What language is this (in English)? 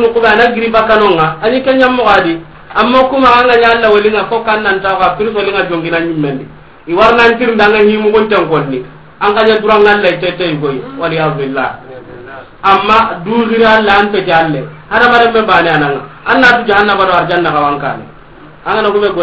Soninke